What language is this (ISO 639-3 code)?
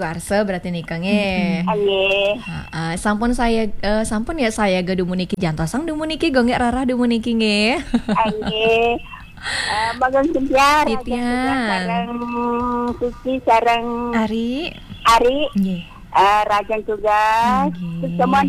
ban